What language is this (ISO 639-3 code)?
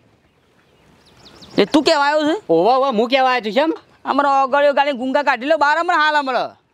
guj